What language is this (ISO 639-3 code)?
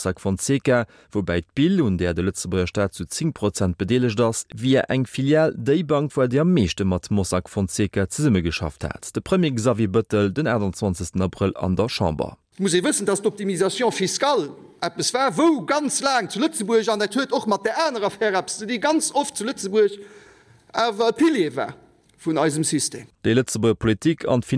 ltz